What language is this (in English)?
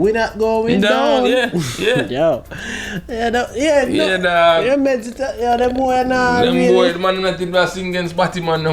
Jamaican Creole English